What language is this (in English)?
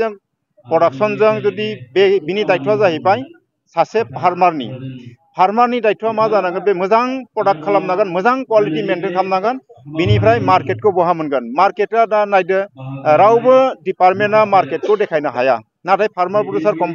Bodo